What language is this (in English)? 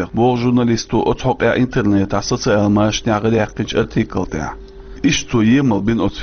Chechen